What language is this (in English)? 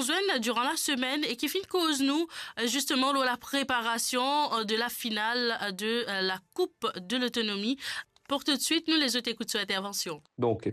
Morisyen